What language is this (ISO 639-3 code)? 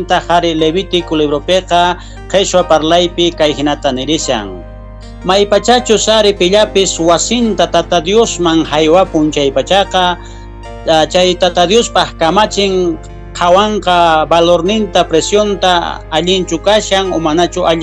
quh